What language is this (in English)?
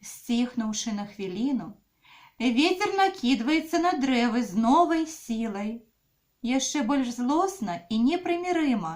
Belarusian